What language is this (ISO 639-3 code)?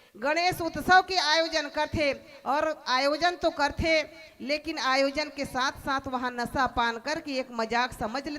hne